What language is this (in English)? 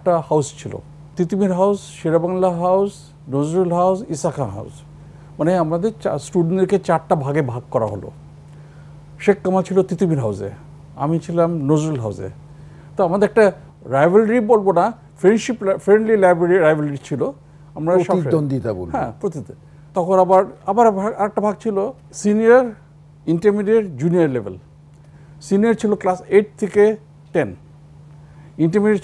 Bangla